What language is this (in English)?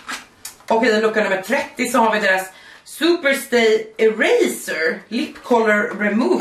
Swedish